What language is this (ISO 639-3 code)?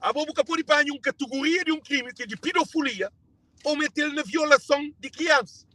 kea